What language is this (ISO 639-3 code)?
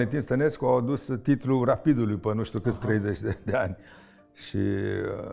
ron